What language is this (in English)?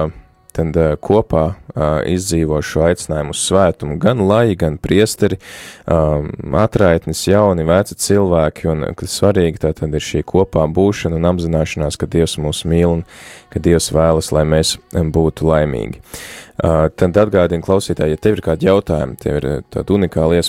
Latvian